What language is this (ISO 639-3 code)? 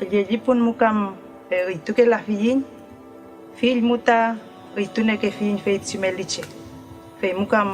arn